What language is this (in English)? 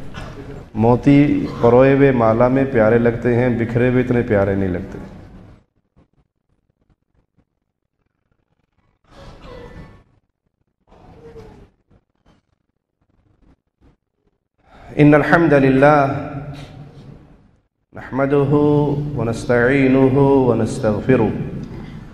Urdu